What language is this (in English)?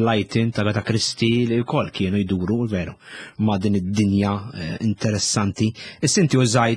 Maltese